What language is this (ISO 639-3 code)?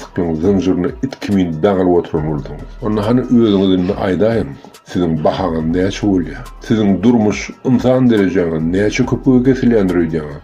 tuk